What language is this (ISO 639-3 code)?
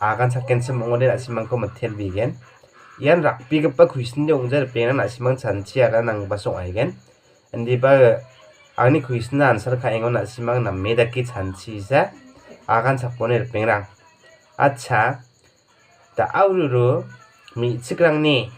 grt